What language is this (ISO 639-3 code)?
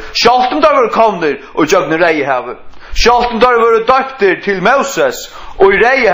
fao